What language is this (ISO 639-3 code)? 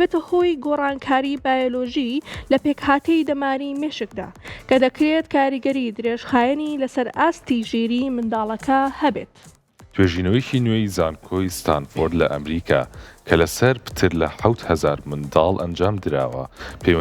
ckb